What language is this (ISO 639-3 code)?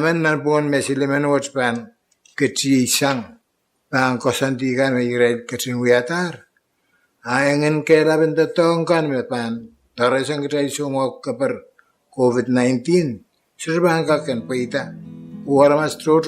pon